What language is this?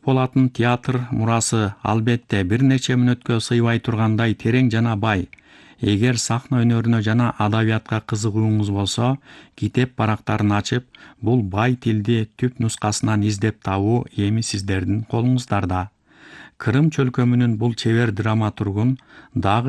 Kyrgyz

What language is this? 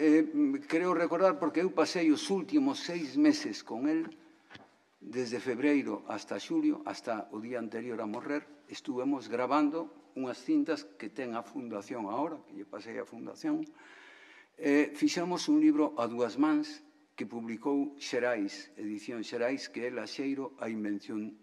Galician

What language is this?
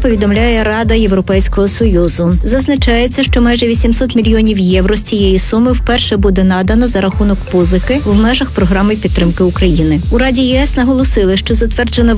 Ukrainian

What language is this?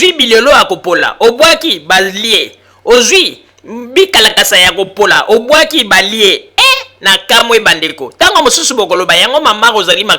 Lingala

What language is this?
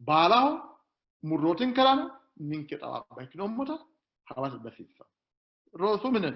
Sidamo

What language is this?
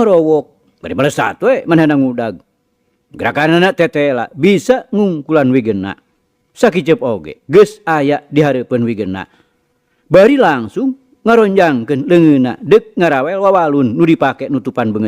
Sundanese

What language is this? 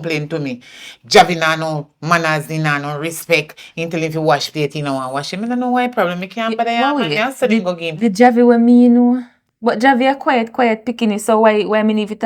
Jamaican Creole English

